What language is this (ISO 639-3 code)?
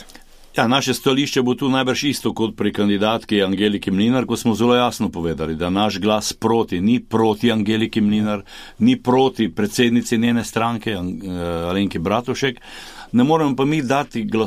slv